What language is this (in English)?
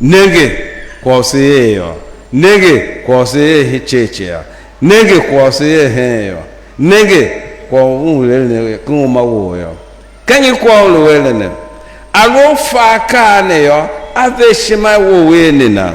Tiv